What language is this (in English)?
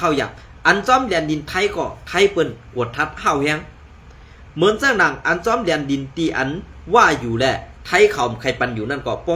Shan